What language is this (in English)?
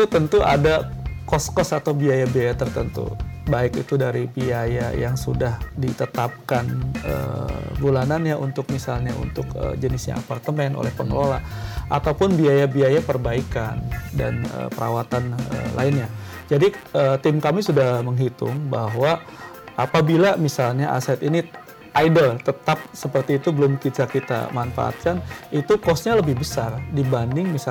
Indonesian